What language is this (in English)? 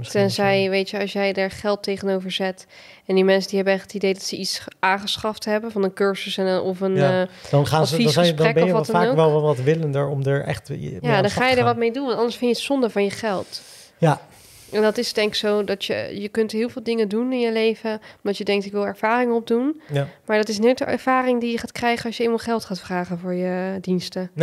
Dutch